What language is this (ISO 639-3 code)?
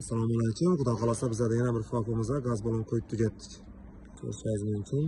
uzb